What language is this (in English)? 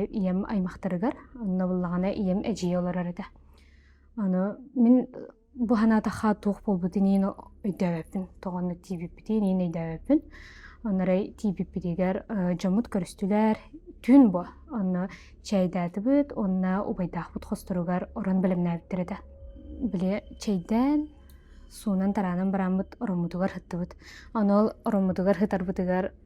Yakut